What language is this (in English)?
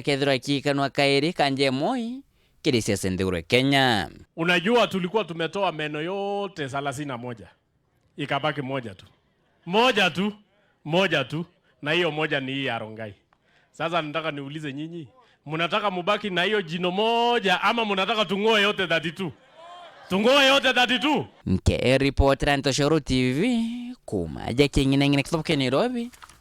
Meru